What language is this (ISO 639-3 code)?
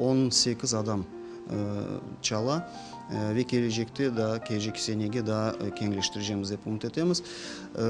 crh